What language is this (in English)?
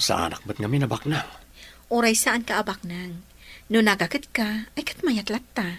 Iloko